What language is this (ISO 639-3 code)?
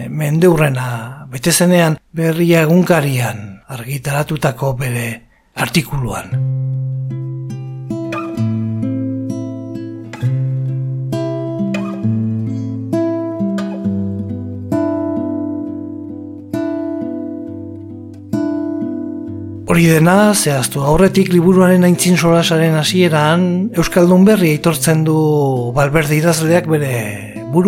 eus